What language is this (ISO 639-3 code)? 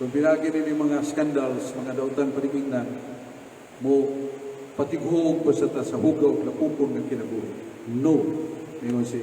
ceb